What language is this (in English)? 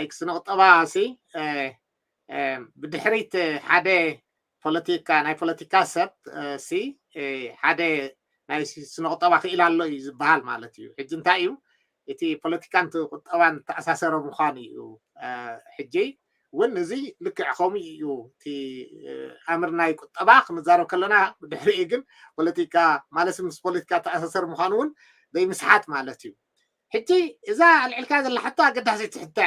Tigrinya